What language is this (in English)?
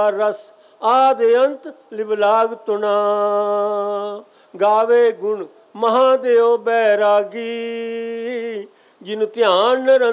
Punjabi